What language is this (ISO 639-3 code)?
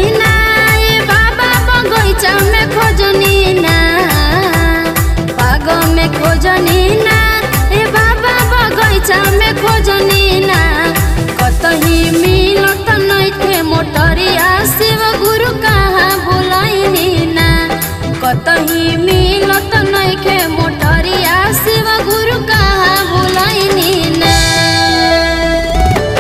bho